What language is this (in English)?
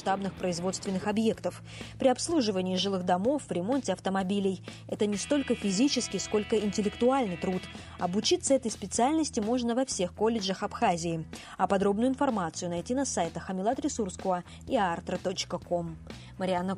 Russian